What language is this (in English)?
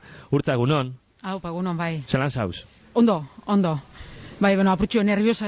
Basque